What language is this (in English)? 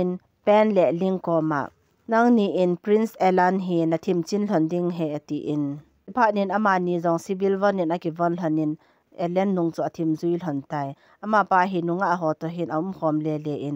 Thado Chin